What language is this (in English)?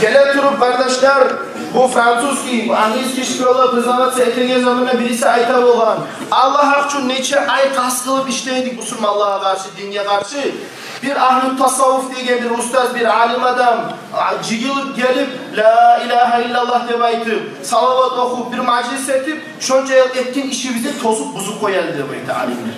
Kumyk